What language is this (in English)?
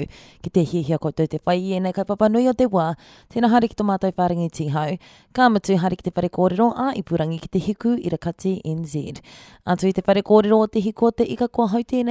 Māori